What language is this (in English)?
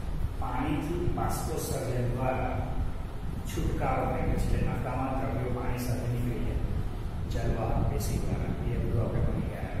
Gujarati